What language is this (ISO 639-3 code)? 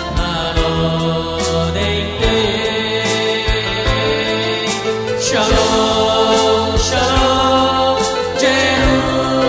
ita